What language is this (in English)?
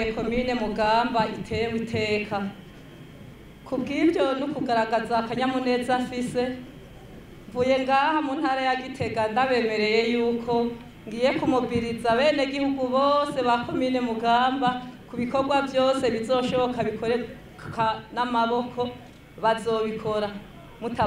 Rundi